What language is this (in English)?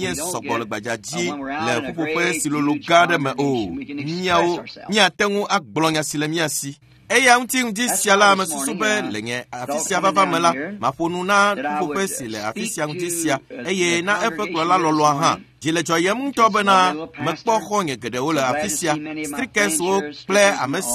Ewe